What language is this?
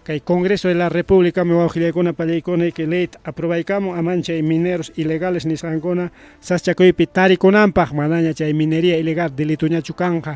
Ayacucho Quechua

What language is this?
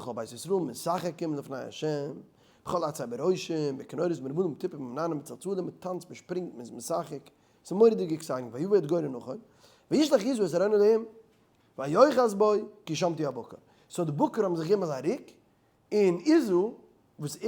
Yiddish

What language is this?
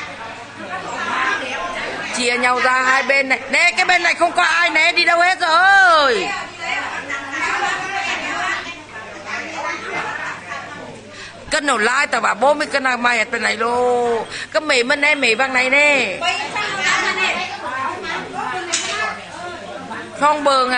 Vietnamese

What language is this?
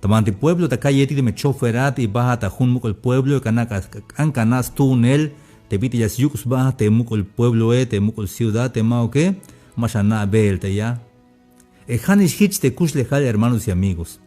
Tzeltal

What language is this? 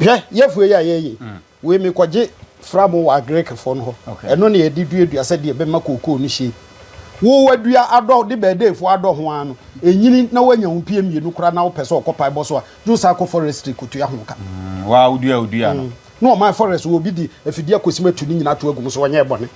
Akan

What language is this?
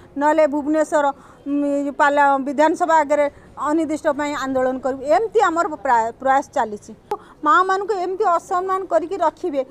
Odia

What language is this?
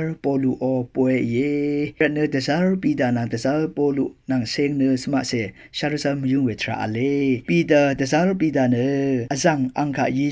Rawang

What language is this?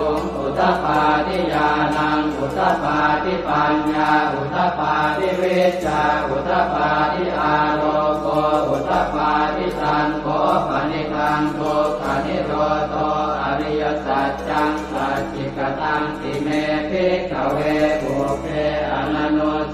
Pali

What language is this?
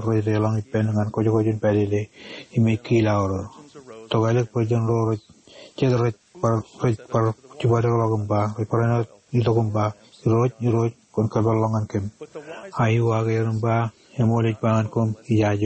Marshallese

